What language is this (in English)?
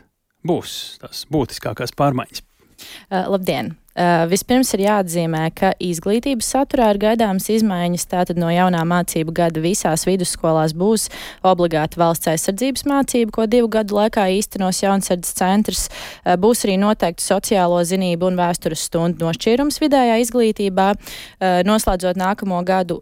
Latvian